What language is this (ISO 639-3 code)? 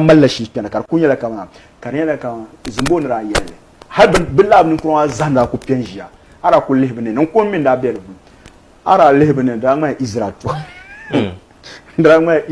dag